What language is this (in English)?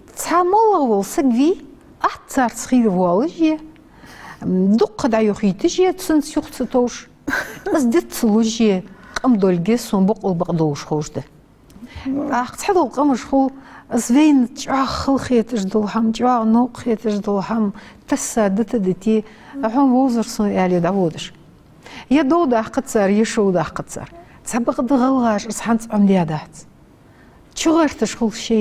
Ingush